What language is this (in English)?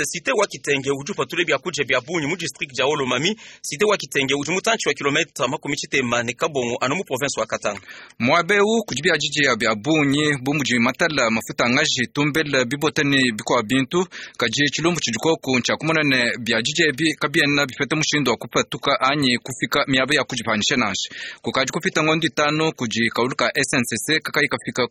Luba-Lulua